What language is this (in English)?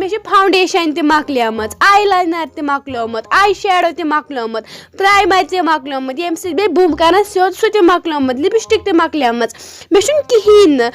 Kashmiri